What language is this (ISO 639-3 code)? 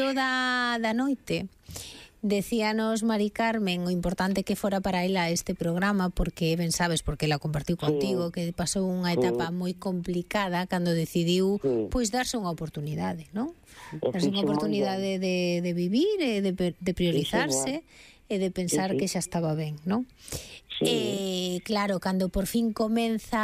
glg